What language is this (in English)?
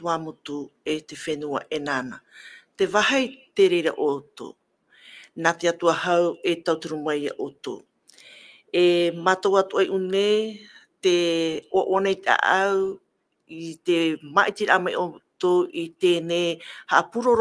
Tahitian